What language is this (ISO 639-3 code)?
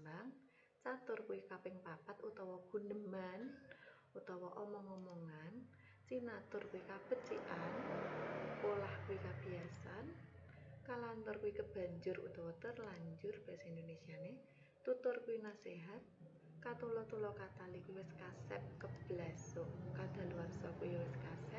jav